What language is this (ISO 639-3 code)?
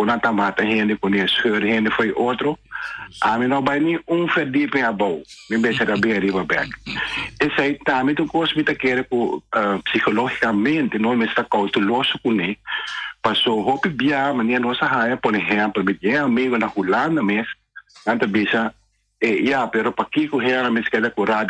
pap